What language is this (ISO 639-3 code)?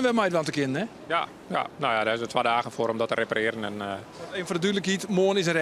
fry